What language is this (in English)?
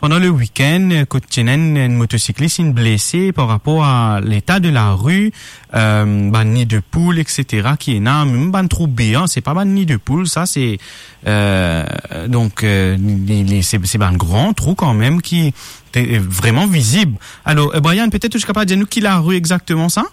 Morisyen